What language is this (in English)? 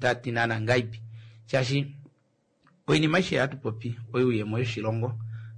Kuanyama